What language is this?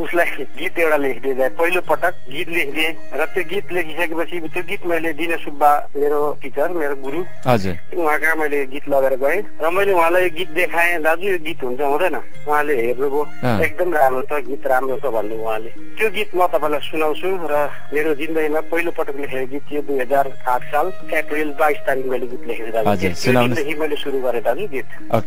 Nepali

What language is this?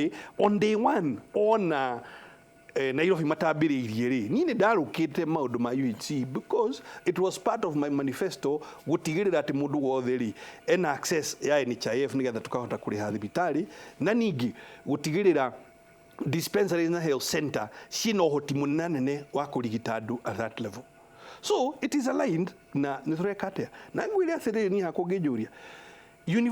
Kikuyu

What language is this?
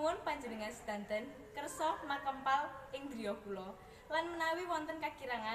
Javanese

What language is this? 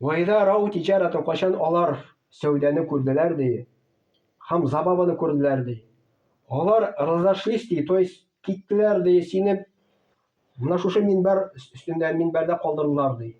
Tatar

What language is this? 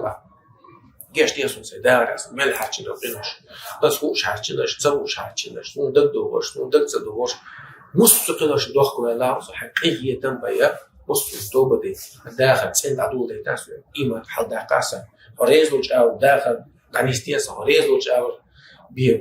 Chechen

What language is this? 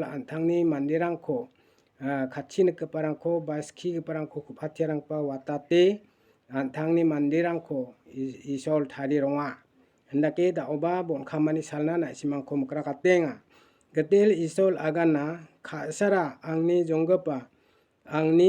Garo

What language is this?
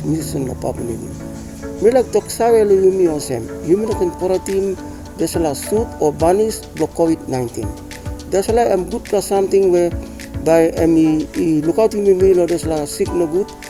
Tok Pisin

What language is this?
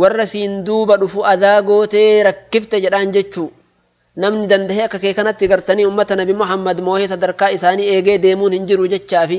Oromo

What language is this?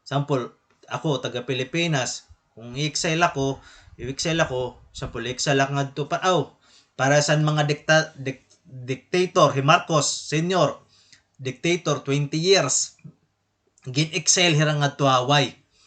Waray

